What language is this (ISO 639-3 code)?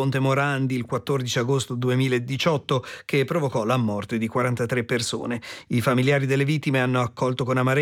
ita